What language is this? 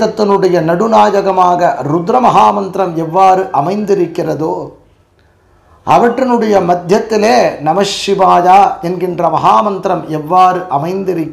Tamil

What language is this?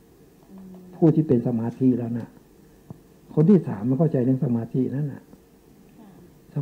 Thai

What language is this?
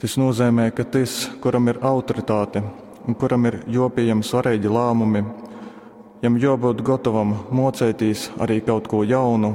Latgalian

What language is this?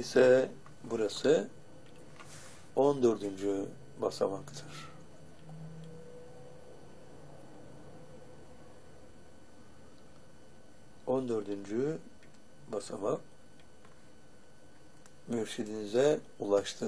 Turkish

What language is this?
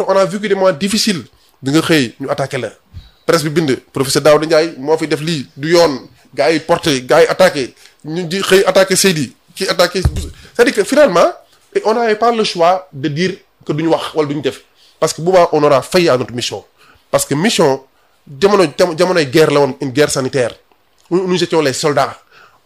Wolof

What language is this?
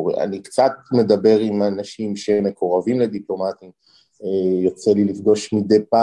Hebrew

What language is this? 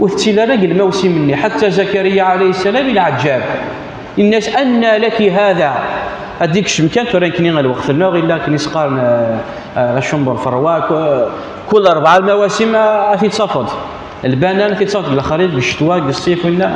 Kabyle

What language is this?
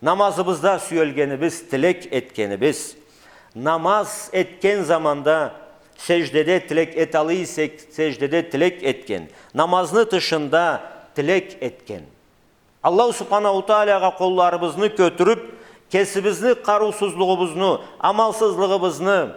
Karachay-Balkar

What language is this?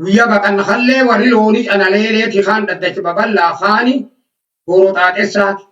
Oromo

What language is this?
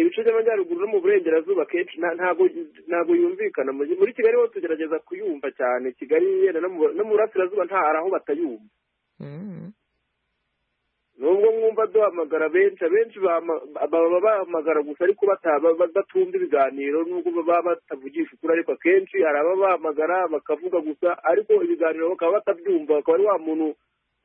Kinyarwanda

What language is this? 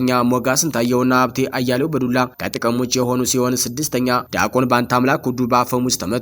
Amharic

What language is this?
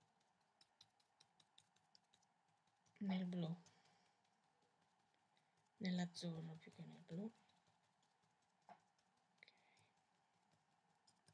Italian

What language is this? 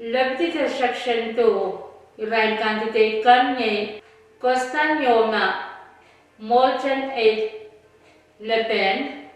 Pohnpeian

